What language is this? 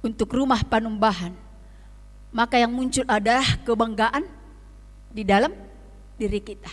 Batak Simalungun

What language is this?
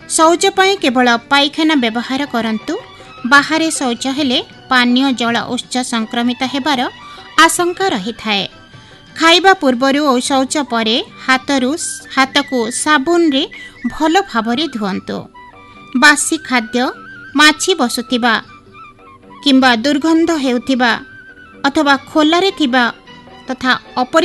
Odia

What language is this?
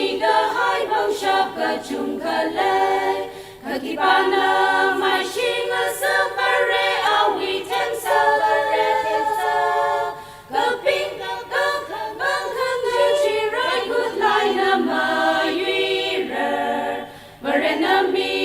Tangkhul Naga (India)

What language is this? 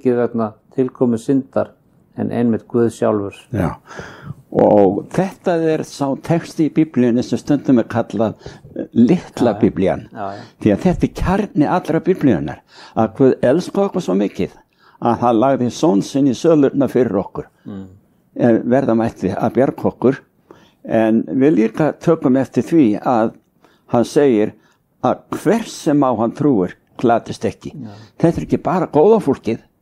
Icelandic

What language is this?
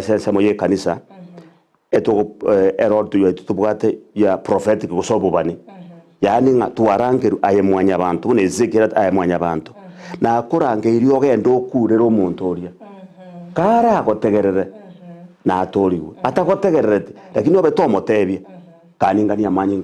Gusii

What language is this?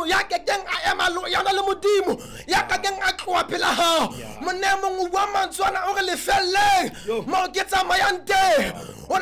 Southern Sotho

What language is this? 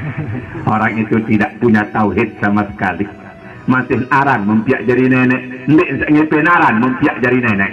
Sasak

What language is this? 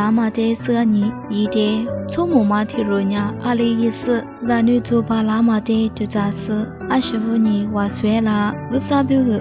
Lisu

